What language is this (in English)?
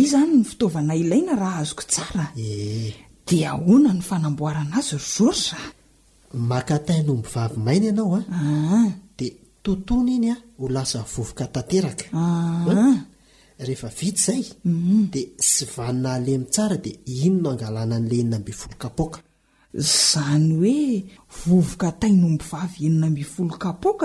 Malagasy